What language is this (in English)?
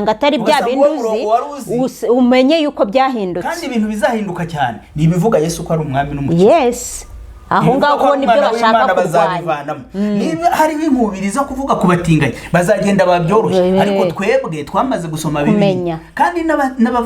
Kinyarwanda